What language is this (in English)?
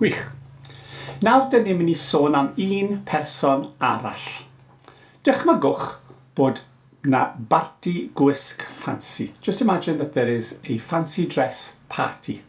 Welsh